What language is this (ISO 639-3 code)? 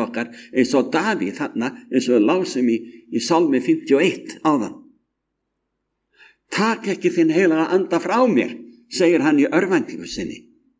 isl